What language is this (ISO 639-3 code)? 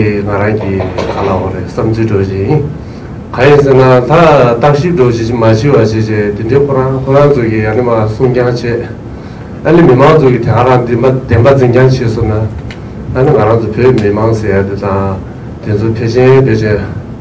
bod